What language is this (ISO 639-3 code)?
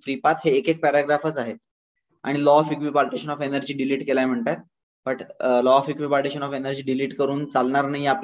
mar